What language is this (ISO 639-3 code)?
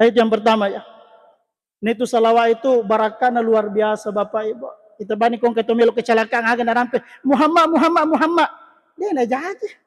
bug